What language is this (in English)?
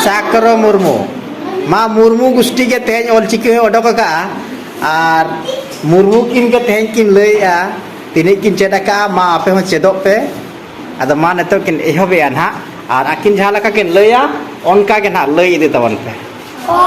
Santali